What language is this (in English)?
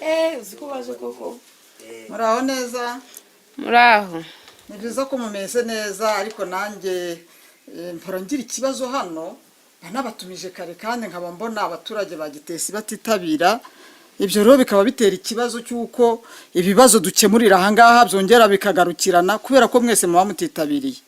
Kinyarwanda